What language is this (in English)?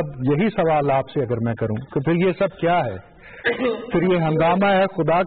Urdu